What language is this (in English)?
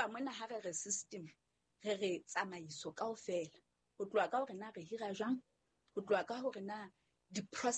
Southern Sotho